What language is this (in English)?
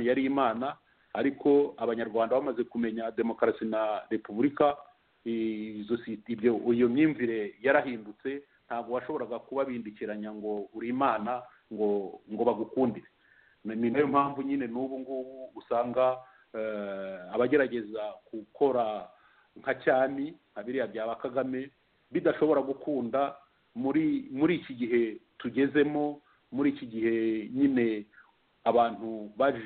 Kinyarwanda